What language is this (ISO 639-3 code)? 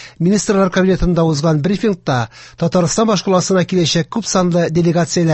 tat